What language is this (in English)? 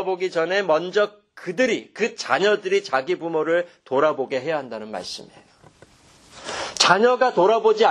Korean